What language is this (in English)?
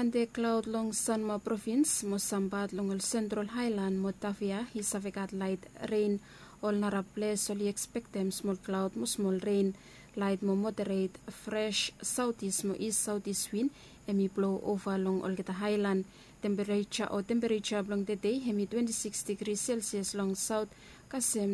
Bislama